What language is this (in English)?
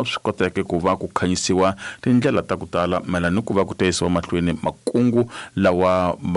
Tsonga